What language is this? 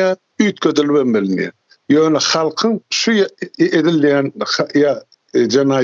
Turkmen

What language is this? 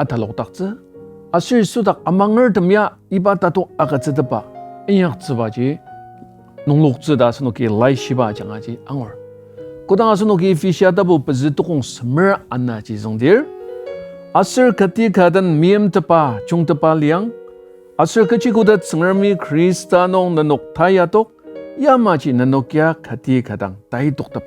Ao Naga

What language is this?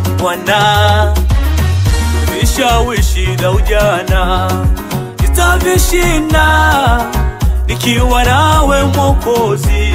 Swahili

